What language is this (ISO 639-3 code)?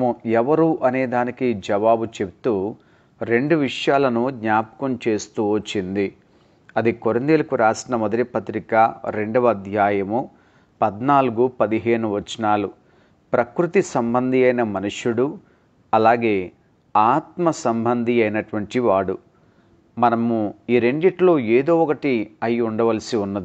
tel